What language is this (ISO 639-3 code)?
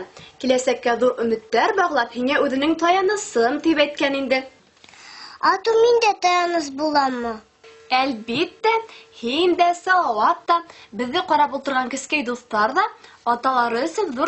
bak